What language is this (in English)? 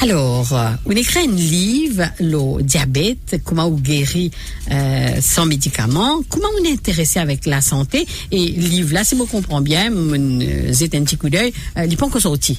Morisyen